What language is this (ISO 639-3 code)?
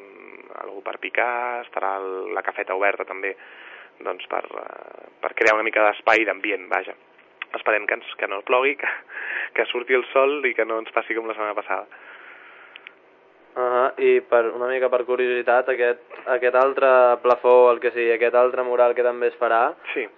cat